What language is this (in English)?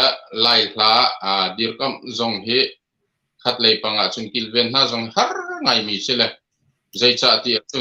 Hakha Chin